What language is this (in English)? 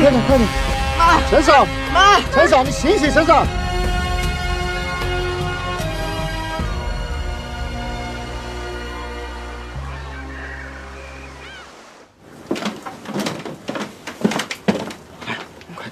Chinese